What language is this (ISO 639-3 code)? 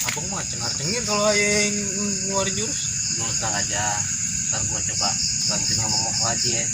bew